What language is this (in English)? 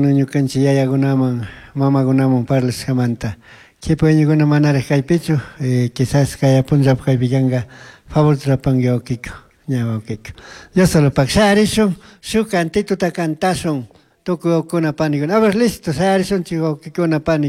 Chimborazo Highland Quichua